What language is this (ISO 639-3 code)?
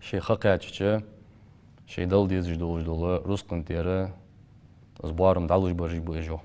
inh